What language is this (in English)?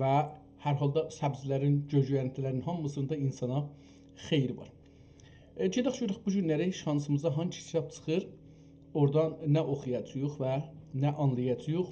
South Azerbaijani